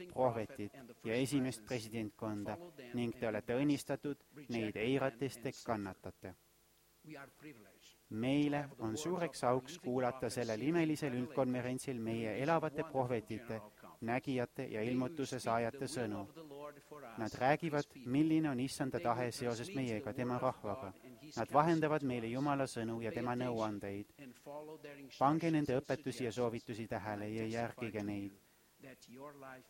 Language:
Estonian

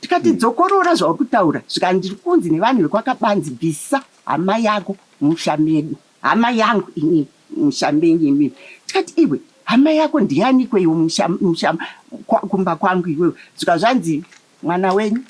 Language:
Shona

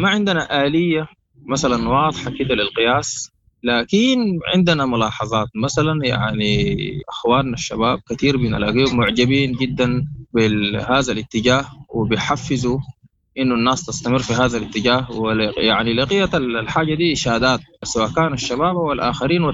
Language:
Sudanese Arabic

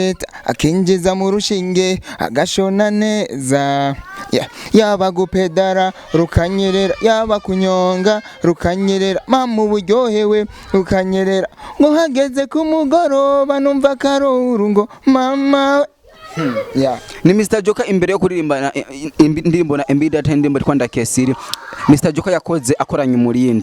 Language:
Rundi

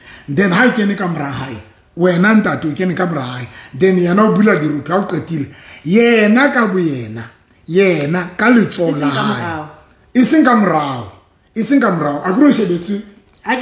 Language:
Southern Sotho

